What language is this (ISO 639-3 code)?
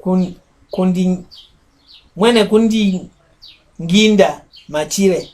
mck